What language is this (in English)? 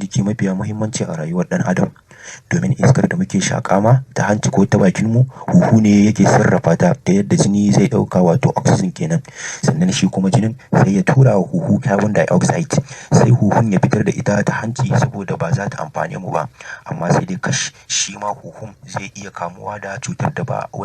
Hausa